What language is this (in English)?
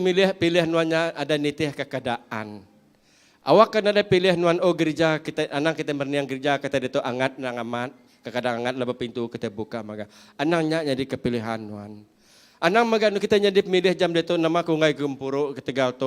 Iban